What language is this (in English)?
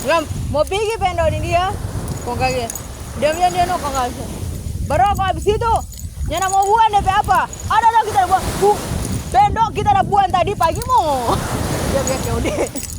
Manado Malay